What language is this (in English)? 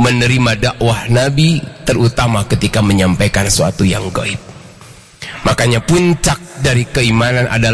Indonesian